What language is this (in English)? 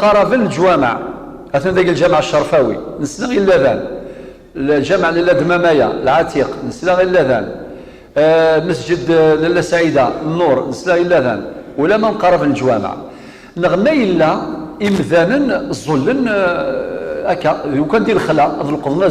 Kabyle